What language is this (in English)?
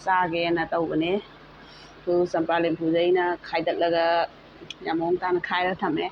Manipuri